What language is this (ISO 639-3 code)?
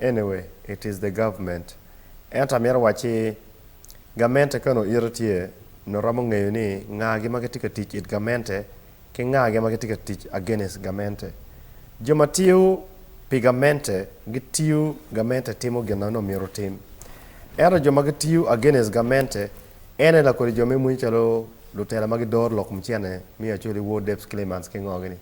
ach